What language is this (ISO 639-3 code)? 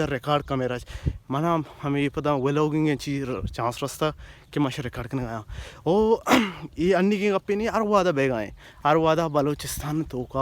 bal